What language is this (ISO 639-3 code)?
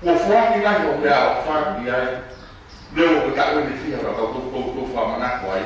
ton